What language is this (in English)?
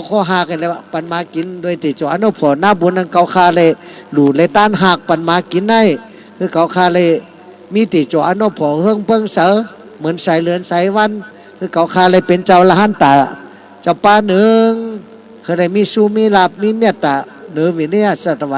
Shan